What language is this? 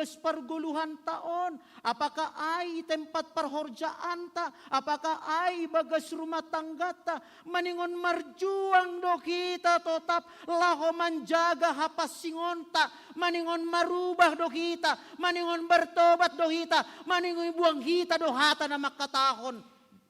Batak Simalungun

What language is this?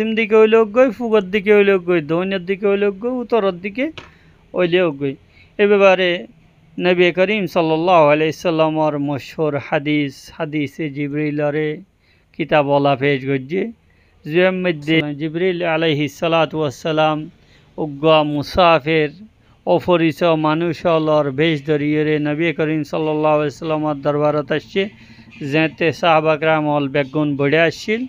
Rohingya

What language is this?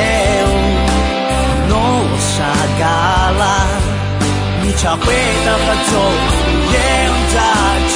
Akha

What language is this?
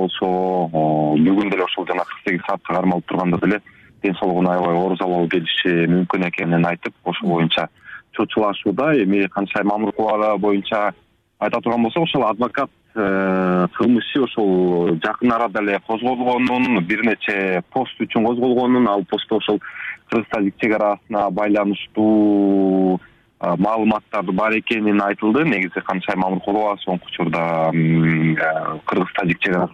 Kyrgyz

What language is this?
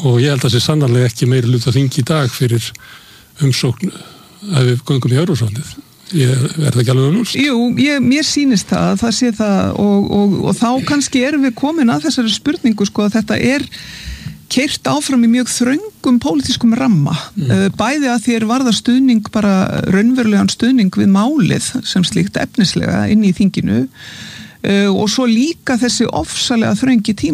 Icelandic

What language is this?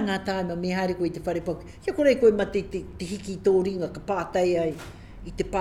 Māori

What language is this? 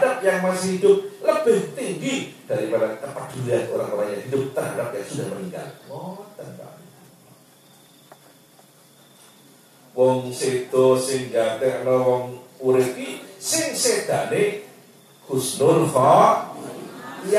Indonesian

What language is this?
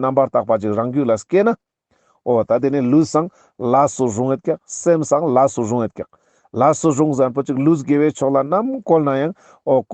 Ladakhi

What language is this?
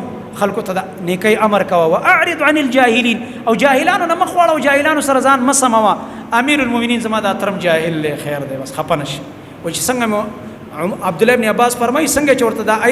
Pashto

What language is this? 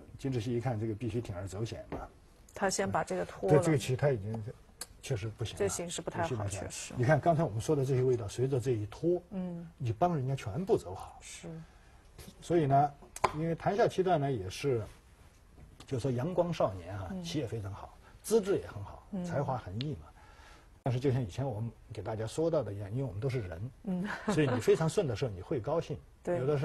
Chinese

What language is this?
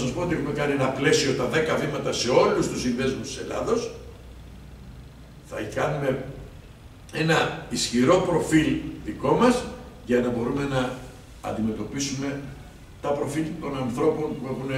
Greek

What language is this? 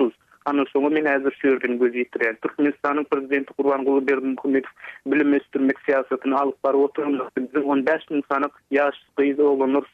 Turkmen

